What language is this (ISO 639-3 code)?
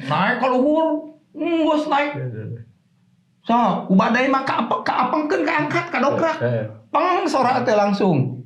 sun